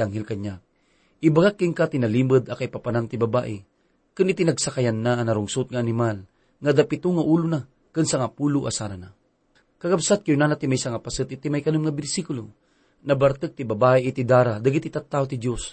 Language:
Iloko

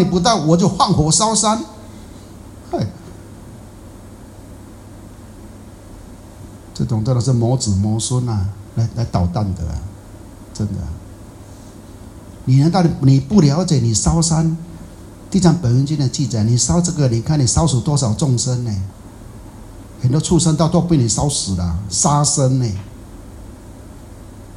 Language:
Chinese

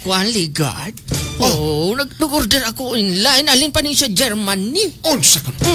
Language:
Hiligaynon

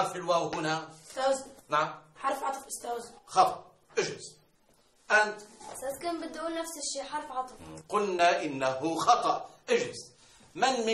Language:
North Levantine Arabic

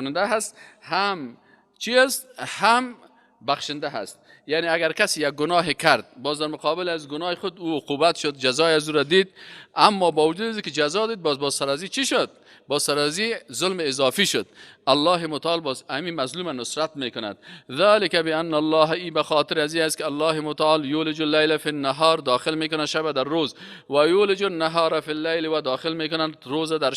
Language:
Persian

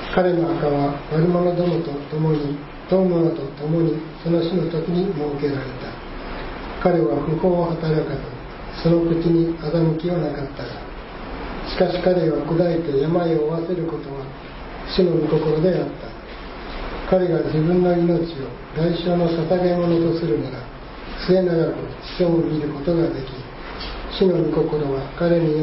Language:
Japanese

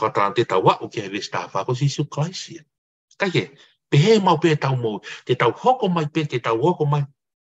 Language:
Tongan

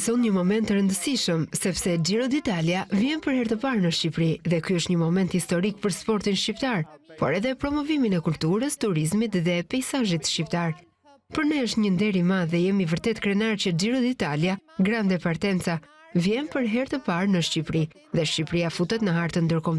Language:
Albanian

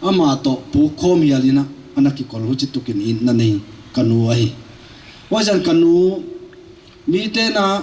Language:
Paite Chin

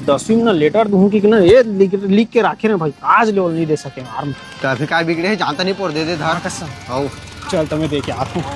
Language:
Chhattisgarhi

